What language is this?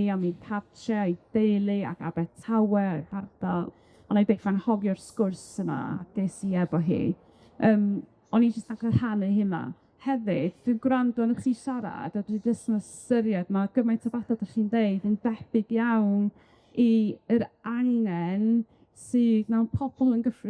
Welsh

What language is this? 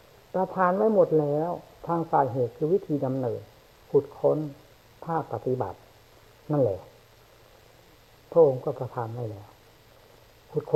Thai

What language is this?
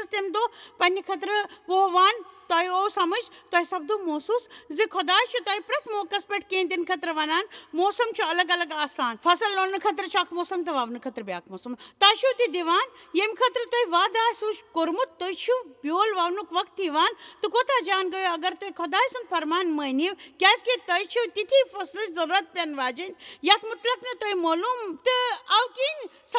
Kashmiri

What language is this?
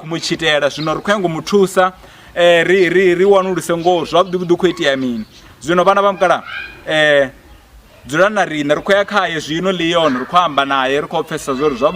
Venda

